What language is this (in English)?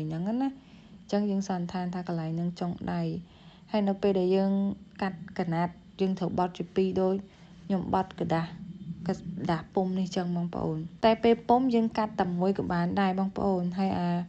Khmer